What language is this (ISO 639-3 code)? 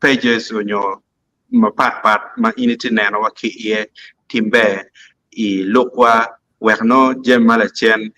ach